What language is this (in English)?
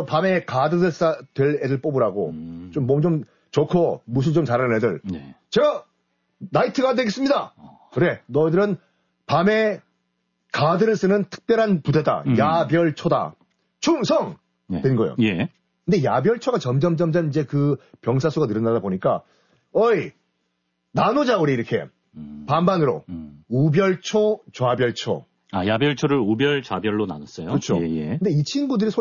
Korean